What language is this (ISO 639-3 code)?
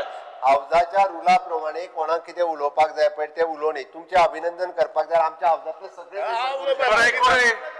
kok